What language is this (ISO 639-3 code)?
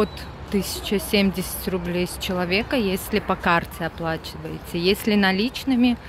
rus